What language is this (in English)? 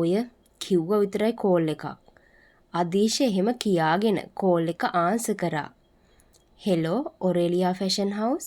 Sinhala